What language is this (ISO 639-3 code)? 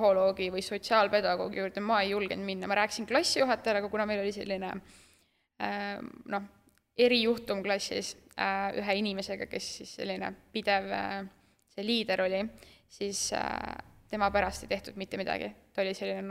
est